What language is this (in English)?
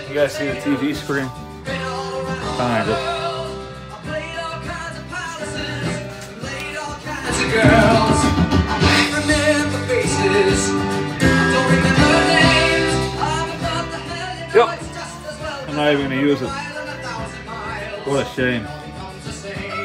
English